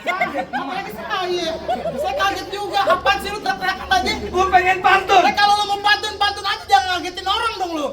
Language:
Betawi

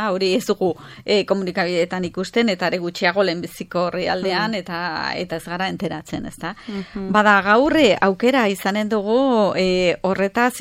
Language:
Basque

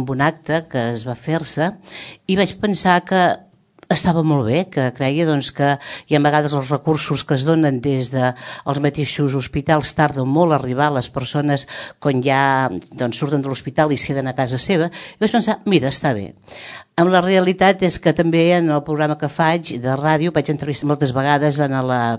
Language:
Catalan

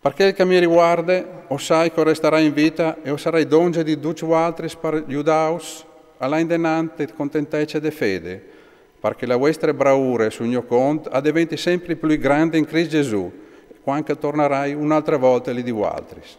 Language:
Friulian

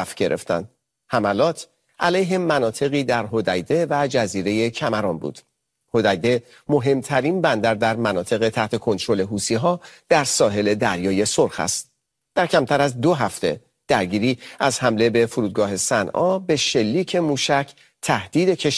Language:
Persian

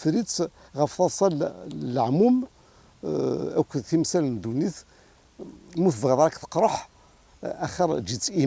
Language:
Kabyle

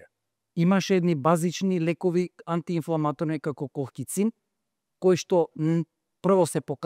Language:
Macedonian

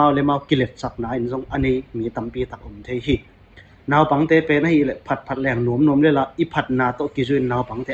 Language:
Tedim Chin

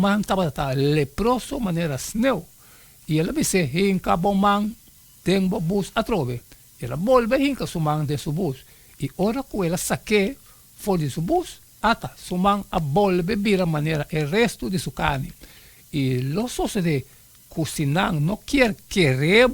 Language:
Papiamento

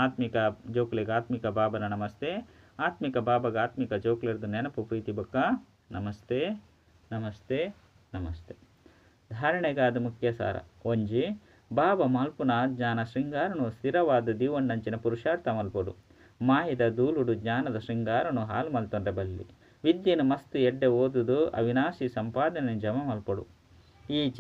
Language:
Tulu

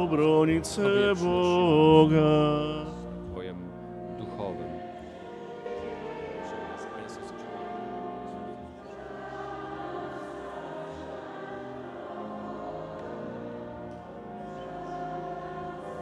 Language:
Polish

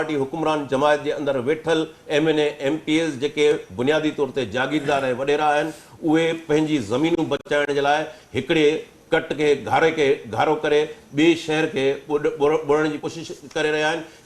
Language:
Sindhi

